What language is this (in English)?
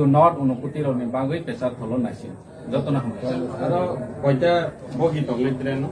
Kok Borok